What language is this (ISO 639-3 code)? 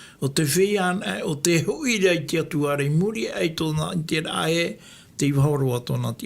tah